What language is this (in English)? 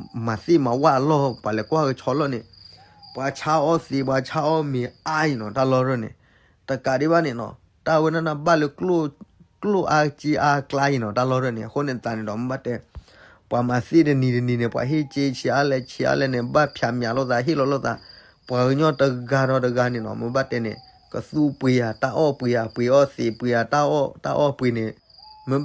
S'gaw Karen